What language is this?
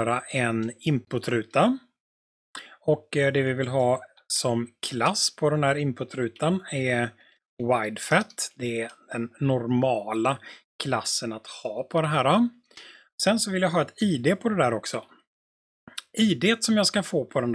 Swedish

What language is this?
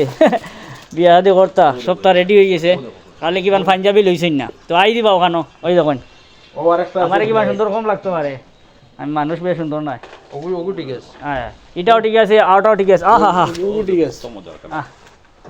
Sylheti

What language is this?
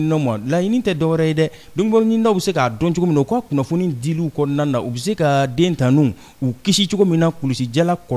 Bambara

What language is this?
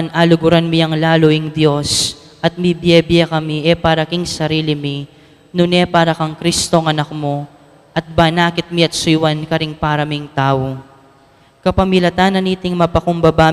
Pampanga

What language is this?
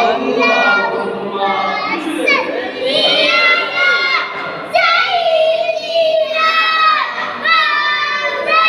Sylheti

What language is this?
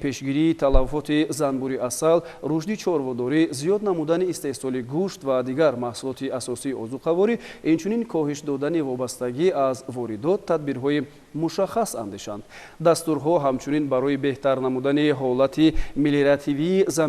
Tajik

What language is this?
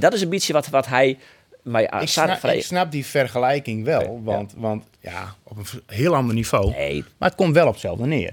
Western Frisian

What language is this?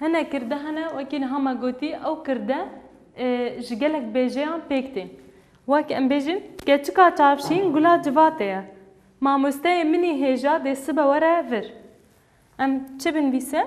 Kurdish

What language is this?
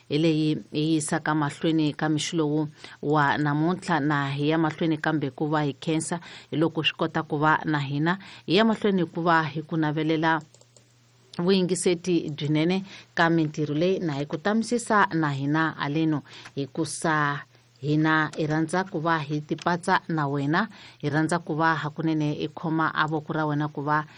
Tsonga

